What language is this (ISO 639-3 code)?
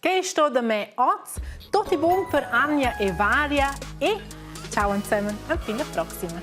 roh